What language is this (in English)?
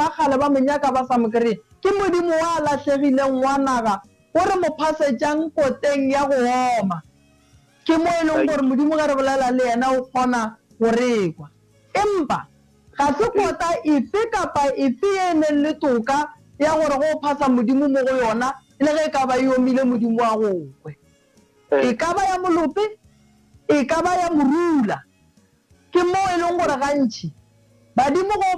Northern Sotho